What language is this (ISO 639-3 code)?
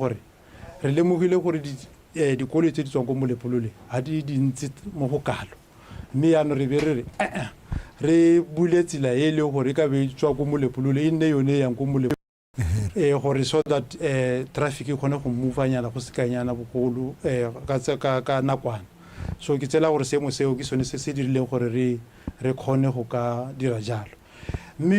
tsn